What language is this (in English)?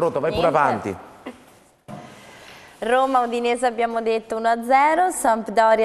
Italian